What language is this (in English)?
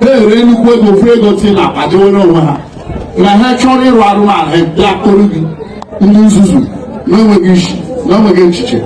Igbo